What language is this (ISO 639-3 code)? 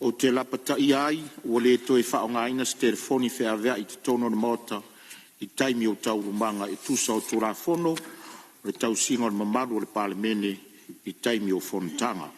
smo